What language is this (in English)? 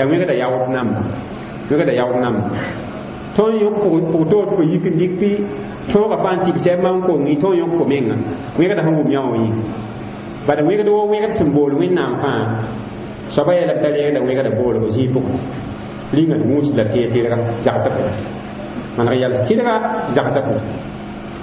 Mossi